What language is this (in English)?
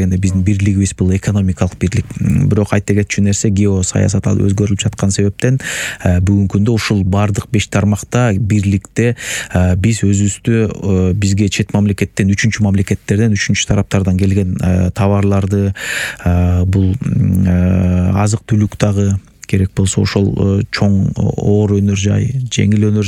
Kyrgyz